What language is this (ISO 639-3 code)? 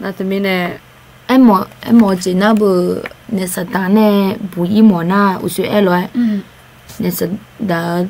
ahk